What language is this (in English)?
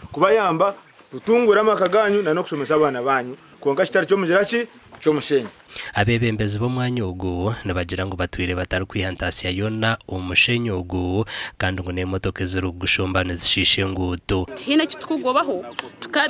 Nyankole